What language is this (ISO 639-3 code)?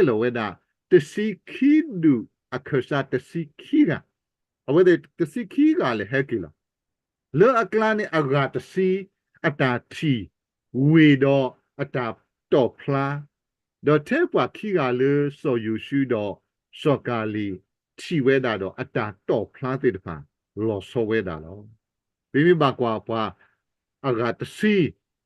ksw